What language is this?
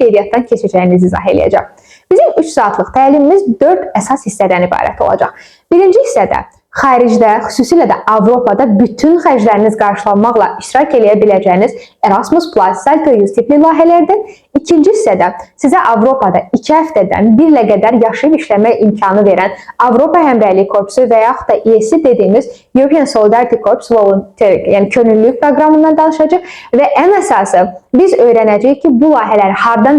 Azerbaijani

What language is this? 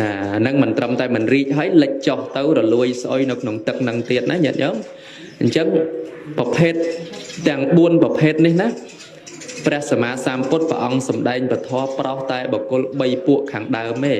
Khmer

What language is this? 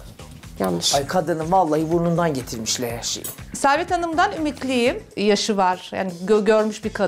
Turkish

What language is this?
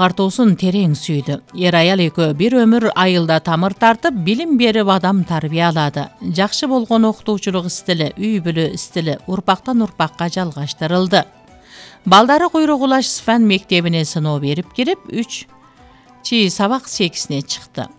Kyrgyz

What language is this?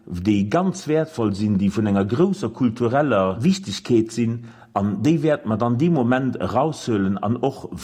Luxembourgish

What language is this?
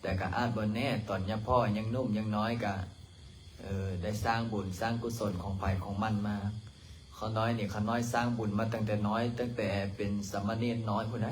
Lao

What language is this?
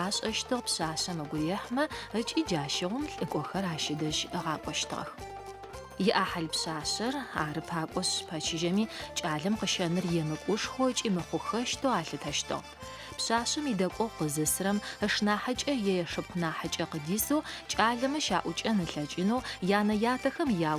Adyghe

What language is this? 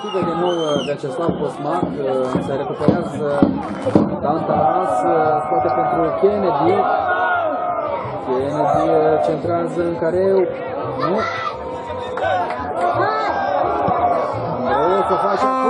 Romanian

